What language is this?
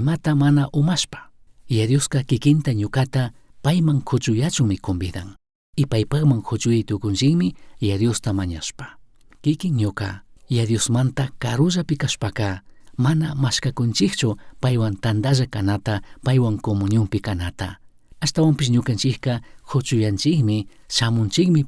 Chimborazo Highland Quichua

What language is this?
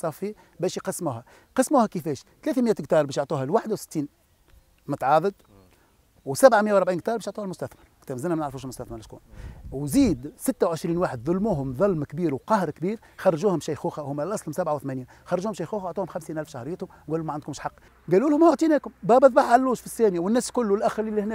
Tunisian Arabic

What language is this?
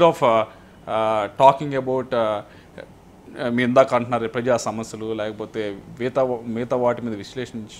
Telugu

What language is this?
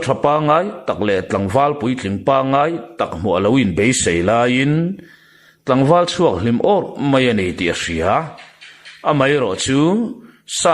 Mizo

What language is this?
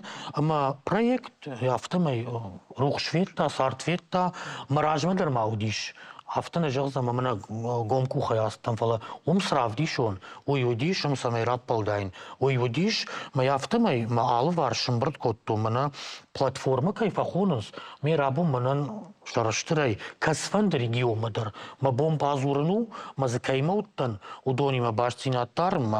Ossetic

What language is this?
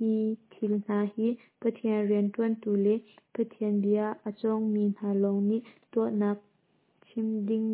Hakha Chin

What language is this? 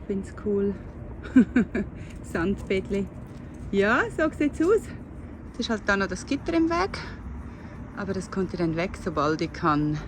Swiss German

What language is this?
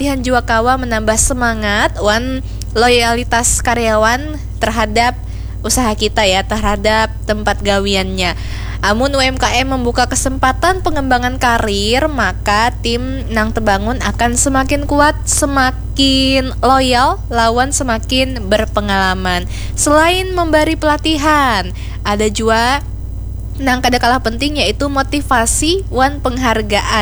Banjar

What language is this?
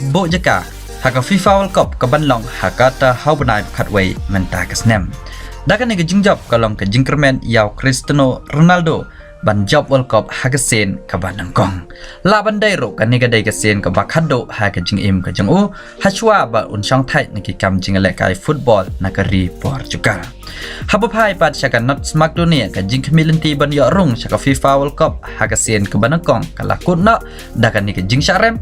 Khasi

